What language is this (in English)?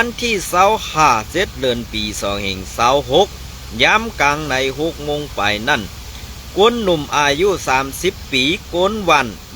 Shan